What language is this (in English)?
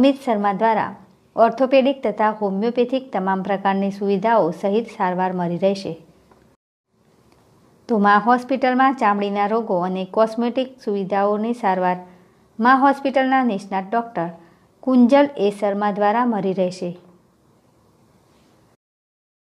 Gujarati